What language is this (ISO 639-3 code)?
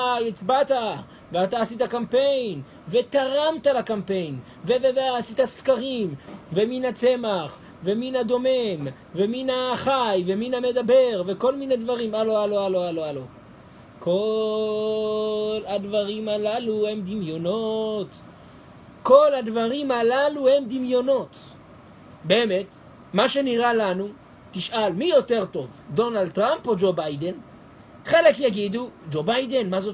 heb